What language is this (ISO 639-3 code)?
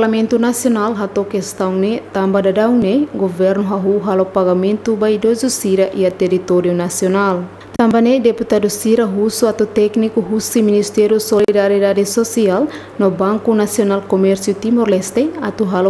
tet